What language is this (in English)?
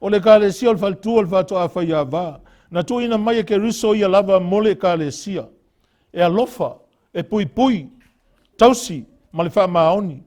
Samoan